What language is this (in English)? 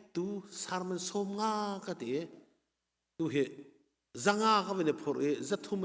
Hakha Chin